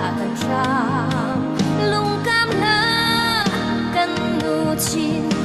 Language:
Falam Chin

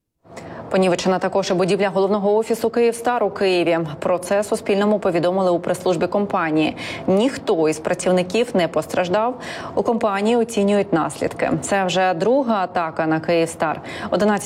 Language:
Ukrainian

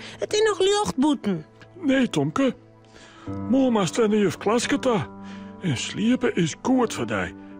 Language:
Western Frisian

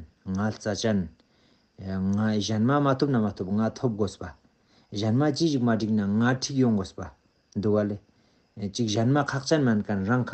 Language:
Ladakhi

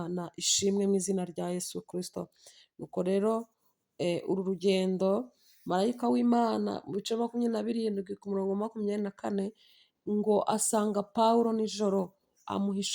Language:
Kinyarwanda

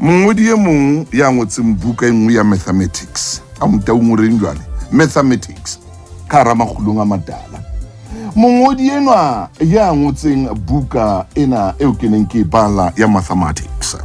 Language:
Southern Sotho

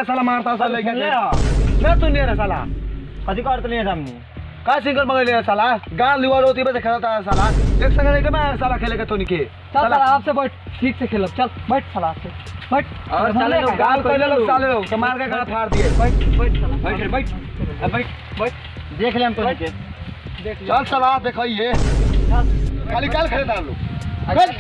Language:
Bhojpuri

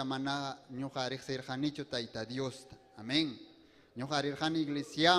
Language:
Ayacucho Quechua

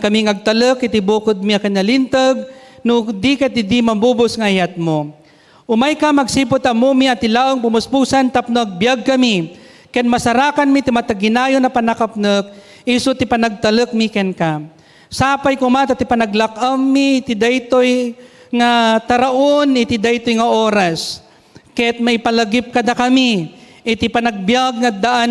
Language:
Iloko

